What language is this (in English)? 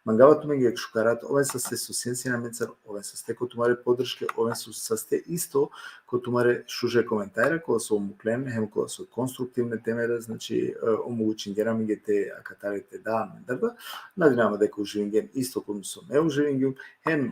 Balkan Romani